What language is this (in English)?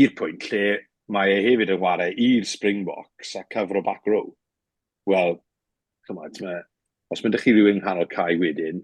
Welsh